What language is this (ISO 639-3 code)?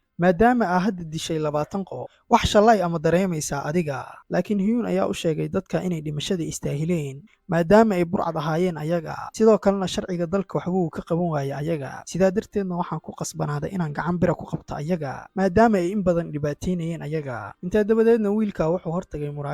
som